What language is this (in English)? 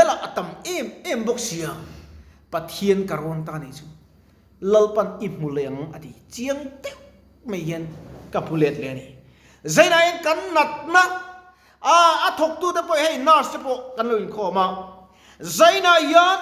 Mizo